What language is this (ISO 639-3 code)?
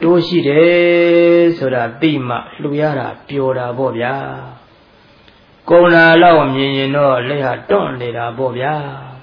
mya